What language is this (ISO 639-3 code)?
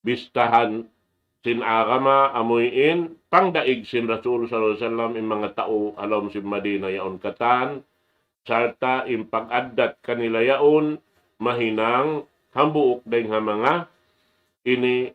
tsg